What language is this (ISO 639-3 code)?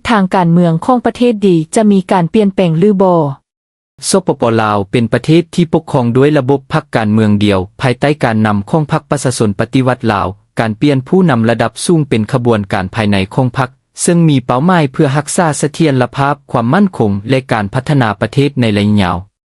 lao